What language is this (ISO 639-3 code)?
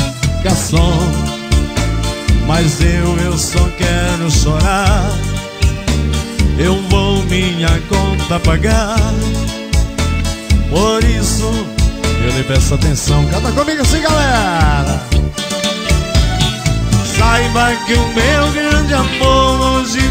por